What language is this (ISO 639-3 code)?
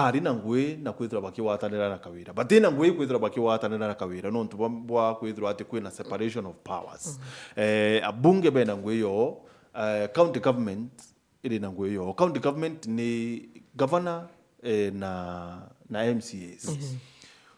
mer